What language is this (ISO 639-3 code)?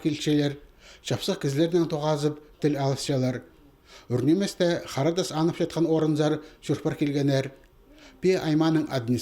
kjh